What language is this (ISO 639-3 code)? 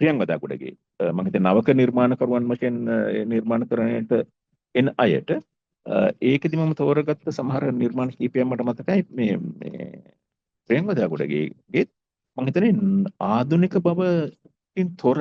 sin